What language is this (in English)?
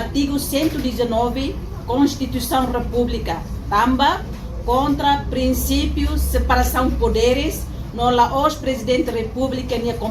Tetum